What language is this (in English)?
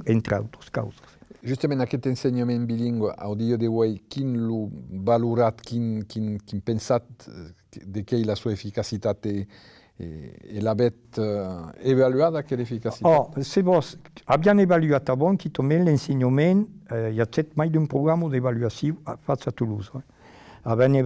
Occitan